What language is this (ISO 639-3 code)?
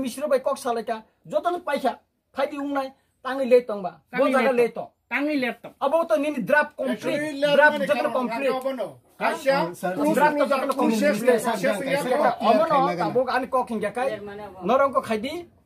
trp